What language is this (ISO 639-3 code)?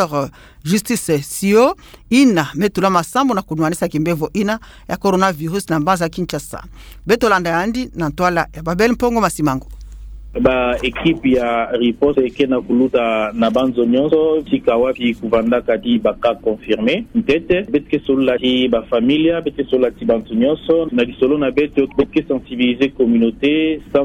ktu